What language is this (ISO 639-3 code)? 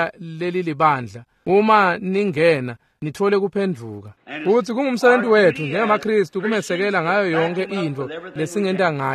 ssw